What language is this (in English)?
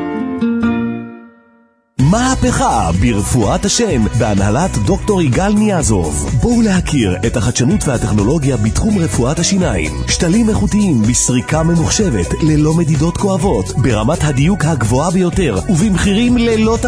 Hebrew